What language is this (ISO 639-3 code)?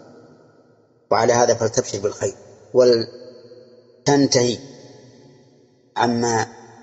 ara